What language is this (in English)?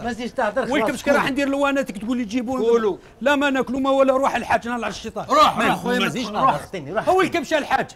Algerian Arabic